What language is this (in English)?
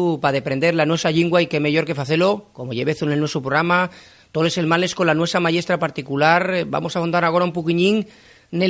Asturian